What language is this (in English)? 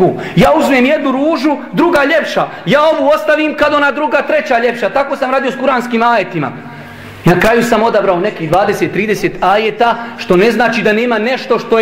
Bosnian